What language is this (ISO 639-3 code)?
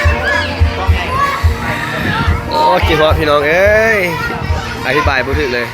lao